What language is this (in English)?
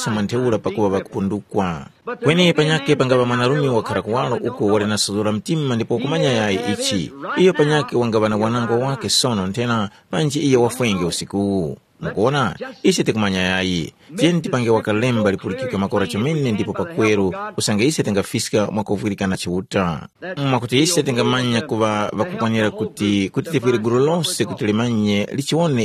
Tumbuka